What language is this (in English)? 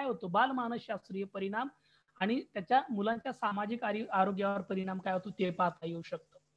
Marathi